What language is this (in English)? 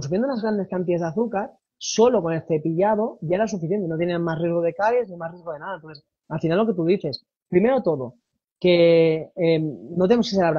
Spanish